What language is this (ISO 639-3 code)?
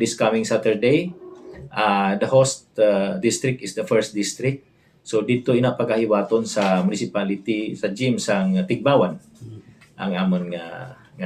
hil